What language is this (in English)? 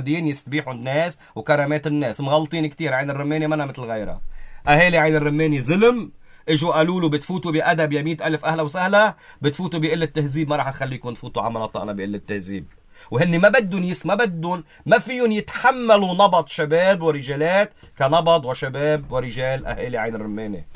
North Levantine Arabic